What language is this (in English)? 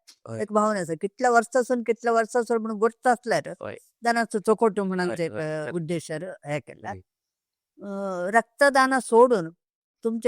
Konkani